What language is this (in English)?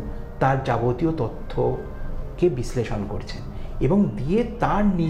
Bangla